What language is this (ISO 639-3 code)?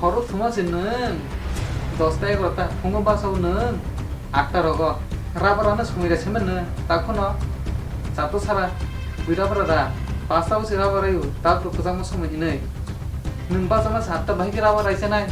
trp